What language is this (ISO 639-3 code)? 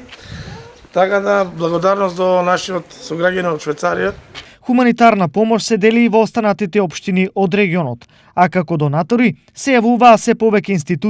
mkd